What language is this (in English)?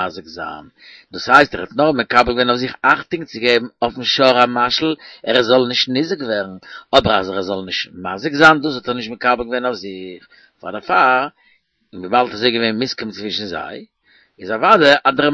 Yiddish